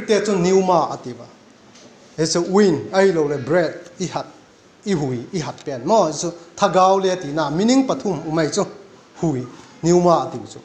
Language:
Vaiphei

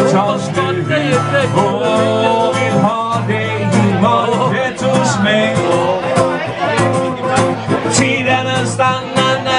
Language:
Swedish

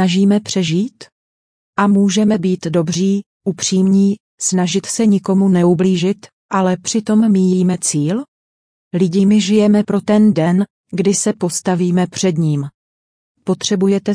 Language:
Czech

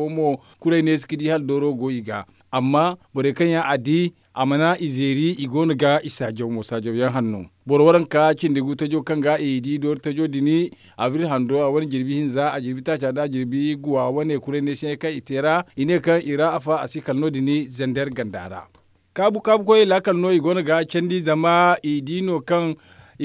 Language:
Zarma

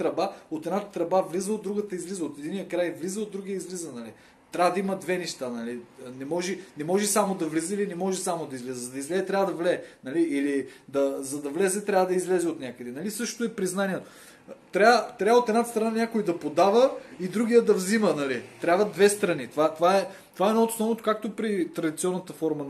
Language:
Bulgarian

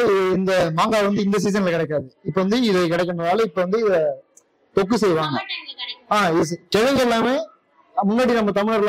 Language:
Tamil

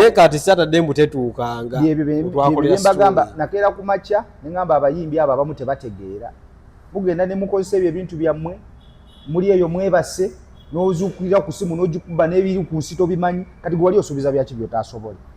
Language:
Ganda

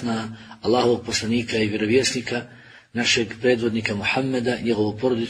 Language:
Bosnian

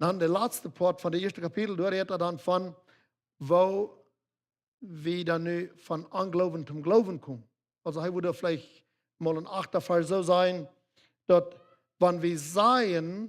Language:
Plautdietsch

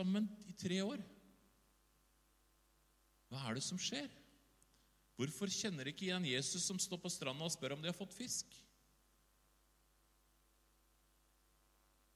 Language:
Norwegian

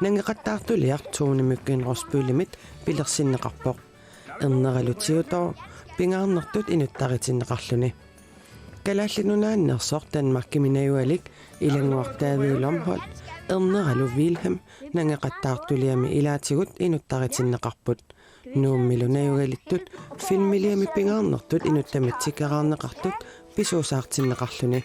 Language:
Kalaallisut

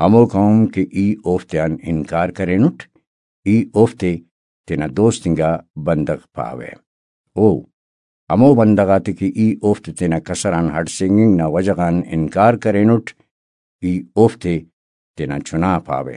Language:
Brahui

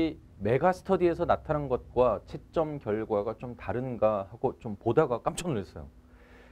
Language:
Korean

